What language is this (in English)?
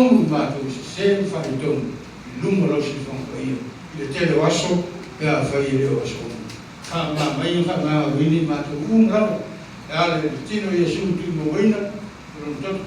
Samoan